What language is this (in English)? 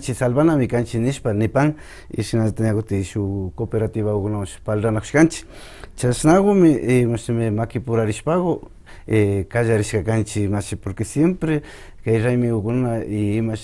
Imbabura Highland Quichua